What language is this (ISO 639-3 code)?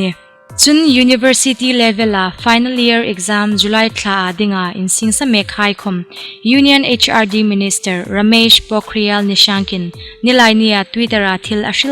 hmr